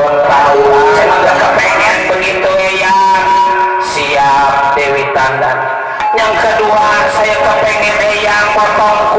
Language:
Betawi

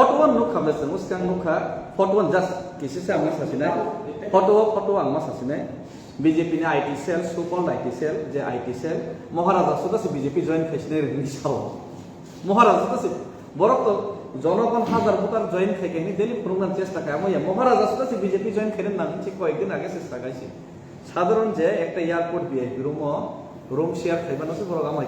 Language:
Kok Borok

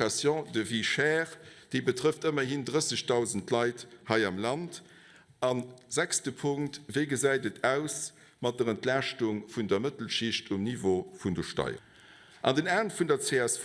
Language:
Luxembourgish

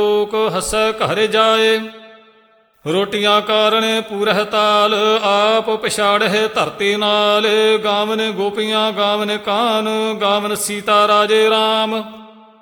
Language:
Punjabi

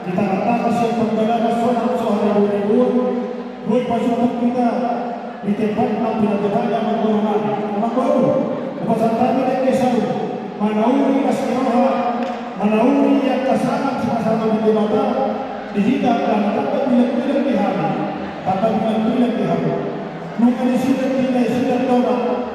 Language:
Batak Toba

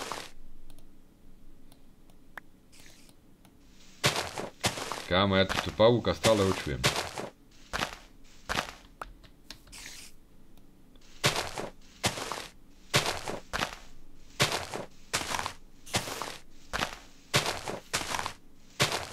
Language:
Slovak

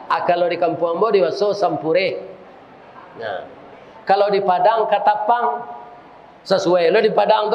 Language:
Minangkabau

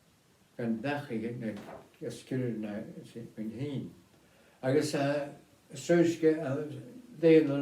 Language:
Scottish Gaelic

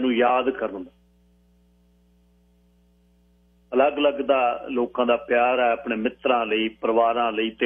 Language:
Punjabi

